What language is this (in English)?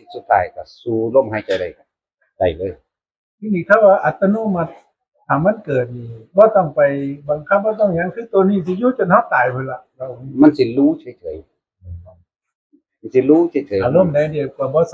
Northeastern Thai